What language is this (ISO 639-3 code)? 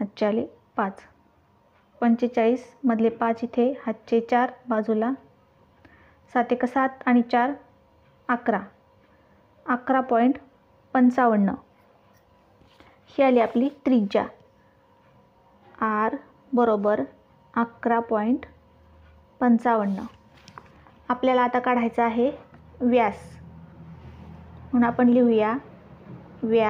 mar